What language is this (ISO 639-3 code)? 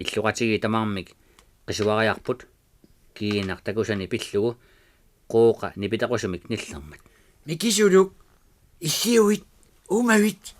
kal